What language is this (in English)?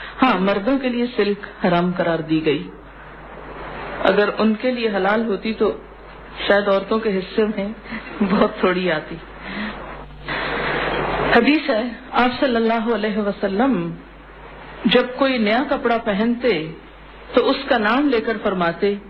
Urdu